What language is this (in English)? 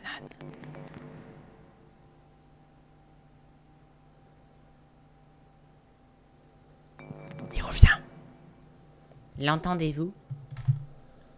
French